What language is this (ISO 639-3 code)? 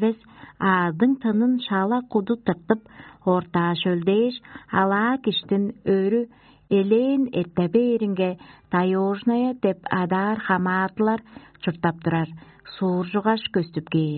tyv